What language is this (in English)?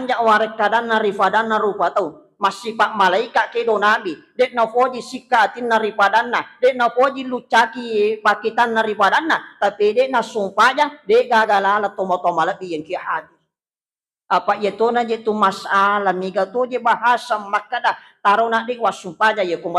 Buginese